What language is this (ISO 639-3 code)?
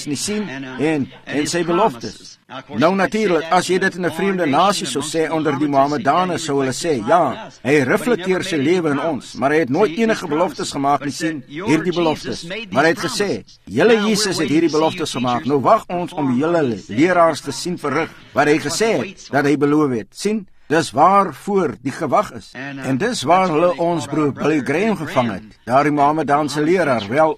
afr